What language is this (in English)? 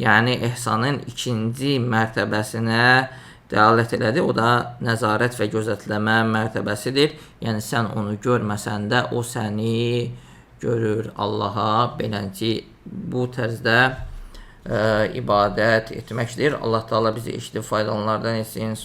Azerbaijani